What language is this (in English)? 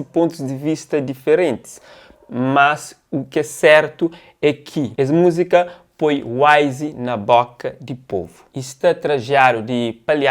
Kabuverdianu